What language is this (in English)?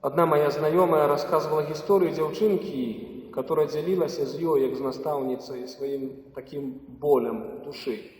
Belarusian